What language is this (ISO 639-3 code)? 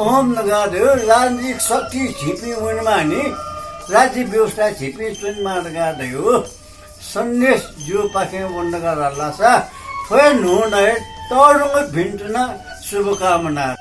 new